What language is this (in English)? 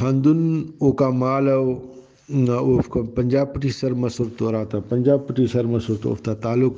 Brahui